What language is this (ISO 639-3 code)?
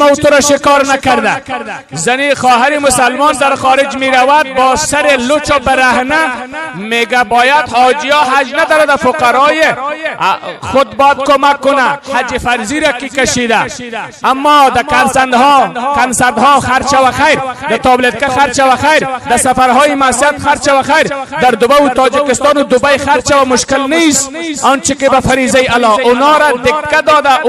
fas